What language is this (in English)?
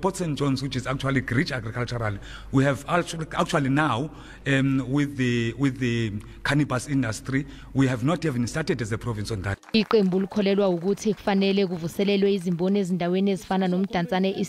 Zulu